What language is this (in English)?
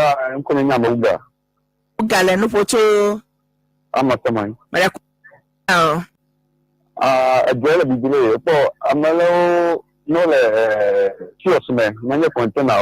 Ewe